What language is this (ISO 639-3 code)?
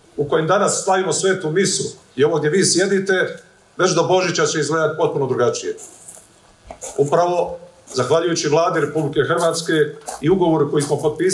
hrv